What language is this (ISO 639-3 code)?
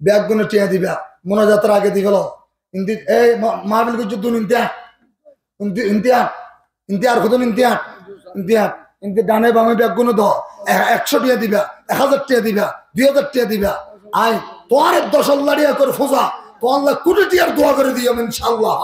rhg